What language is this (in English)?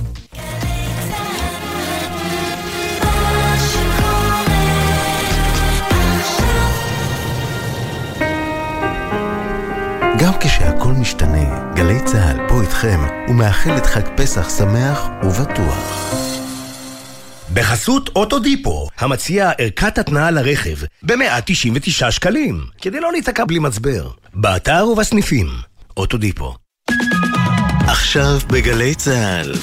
Hebrew